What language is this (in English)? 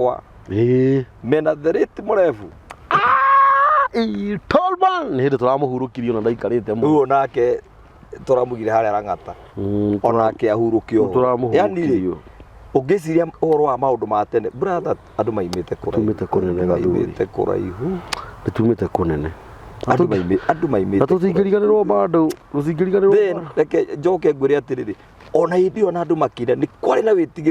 Kikuyu